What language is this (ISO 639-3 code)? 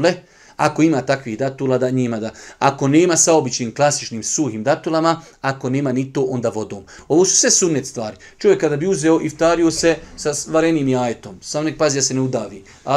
bos